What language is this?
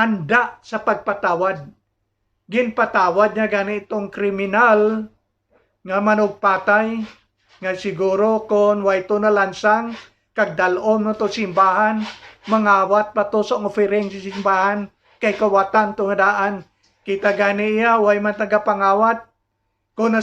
Hiligaynon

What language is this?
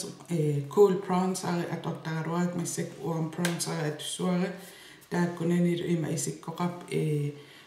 Kalaallisut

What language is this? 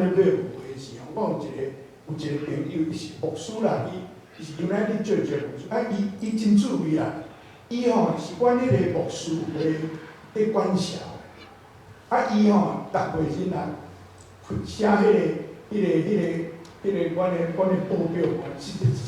Min Nan Chinese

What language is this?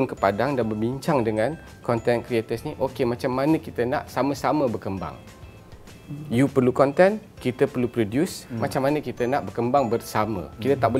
Malay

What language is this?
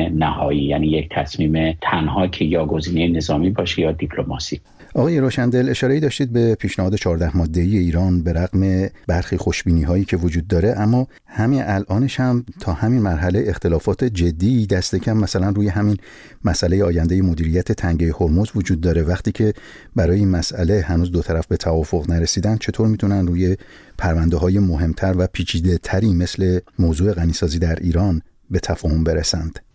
Persian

